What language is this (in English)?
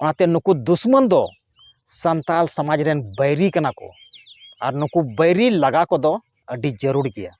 Santali